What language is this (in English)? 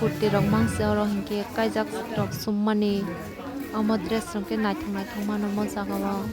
Kok Borok